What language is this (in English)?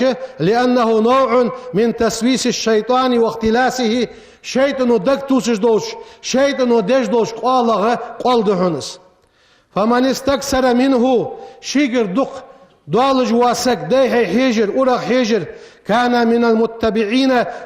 Ingush